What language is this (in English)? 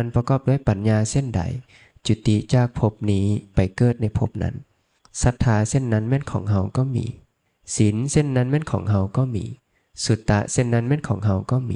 Lao